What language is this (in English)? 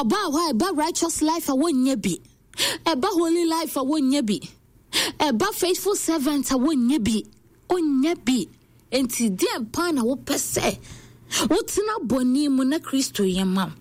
Akan